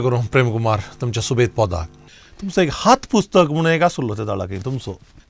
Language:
Konkani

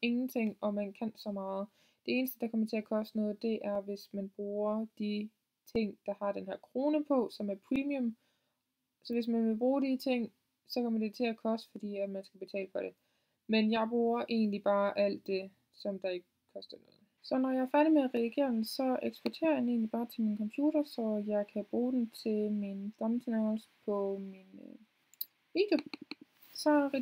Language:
Danish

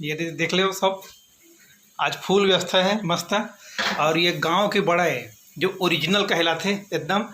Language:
Chhattisgarhi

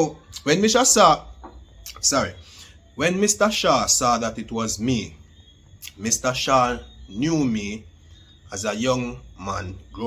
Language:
Jamaican Creole English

